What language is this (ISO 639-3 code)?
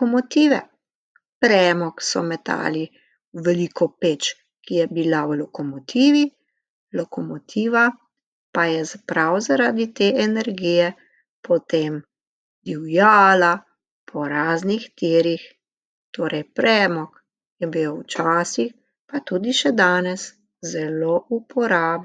slv